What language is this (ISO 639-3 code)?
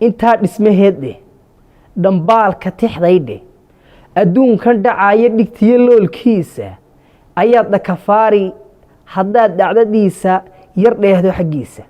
som